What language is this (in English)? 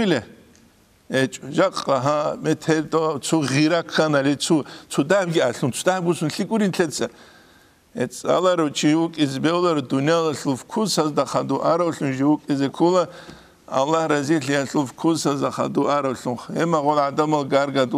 Avaric